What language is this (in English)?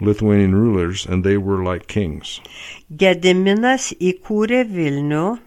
Lithuanian